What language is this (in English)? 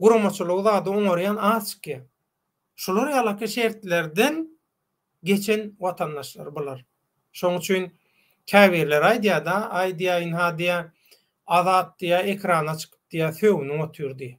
Turkmen